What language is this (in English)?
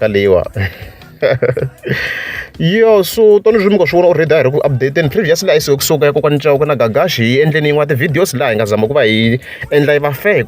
Tsonga